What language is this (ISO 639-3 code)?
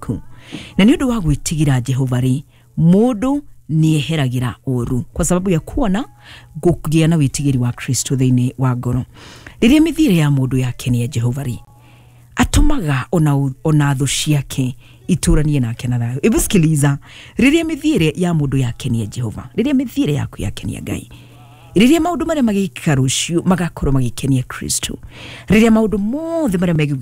kik